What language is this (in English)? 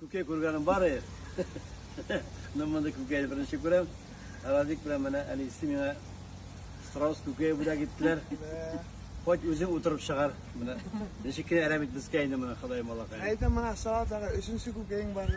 Tatar